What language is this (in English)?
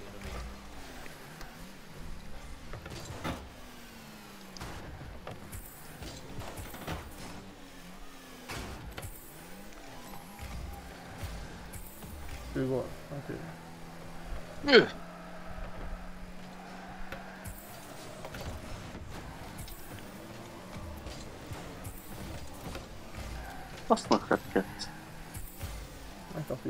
Hungarian